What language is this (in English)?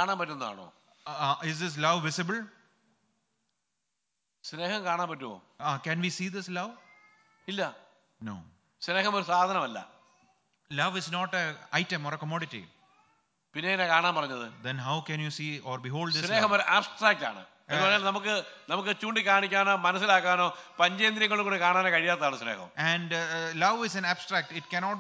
Malayalam